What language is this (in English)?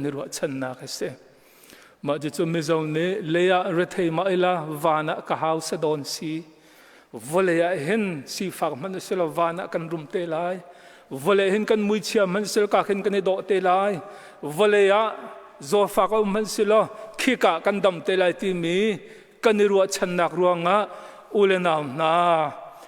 Hakha Chin